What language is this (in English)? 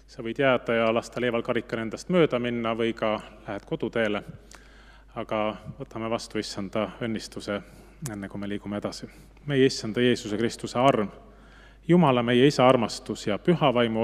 Estonian